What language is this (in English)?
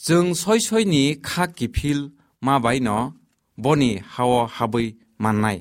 Kok Borok